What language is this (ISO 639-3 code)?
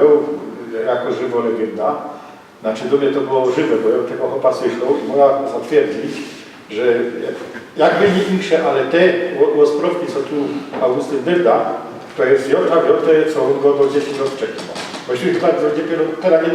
szl